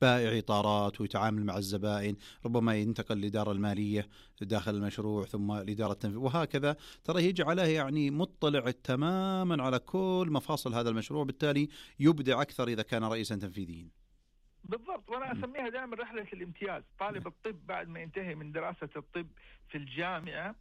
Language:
Najdi Arabic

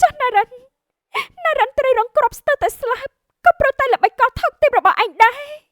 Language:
Khmer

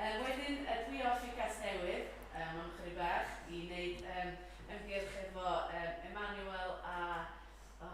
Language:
Welsh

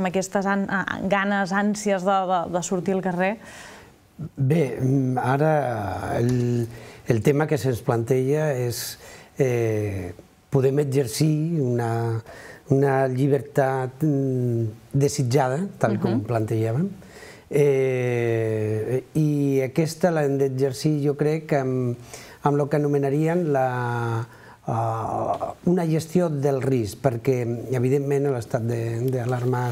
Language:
Catalan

